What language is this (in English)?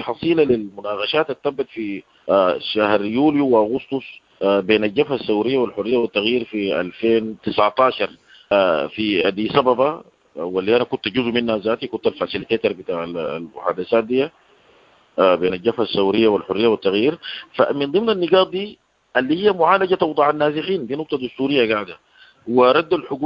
Sudanese Arabic